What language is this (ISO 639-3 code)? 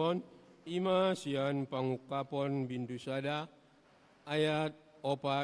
bbc